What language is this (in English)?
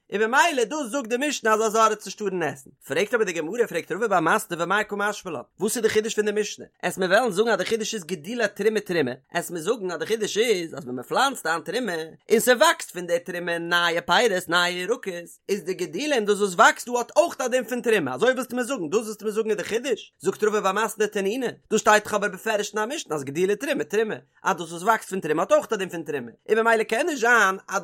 Yiddish